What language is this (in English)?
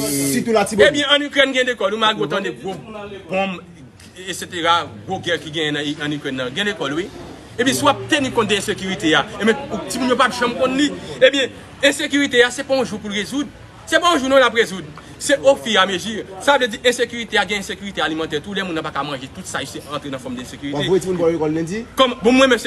Haitian Creole